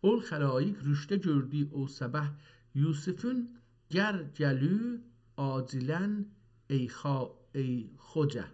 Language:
South Azerbaijani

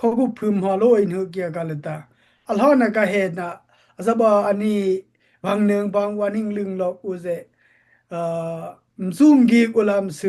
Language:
Dimasa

